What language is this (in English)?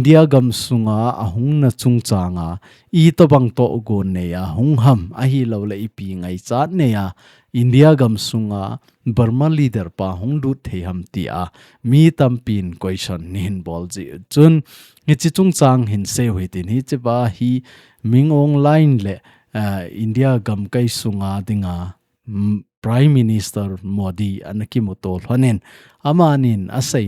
Thado Chin